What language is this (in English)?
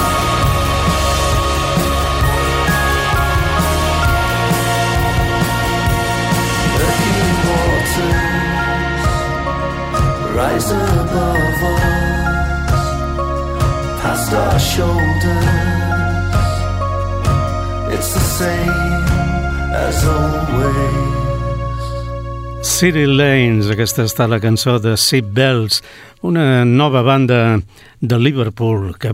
Catalan